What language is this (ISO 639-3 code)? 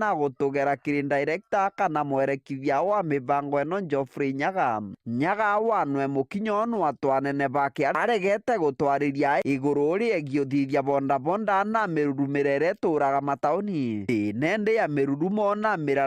mer